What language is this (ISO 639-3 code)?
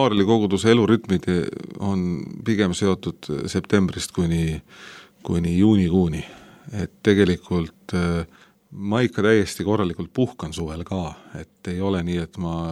est